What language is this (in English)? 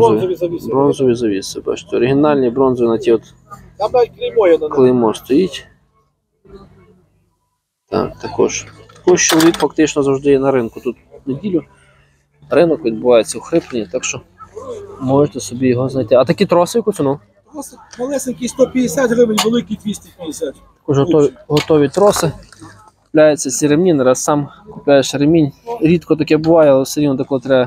Ukrainian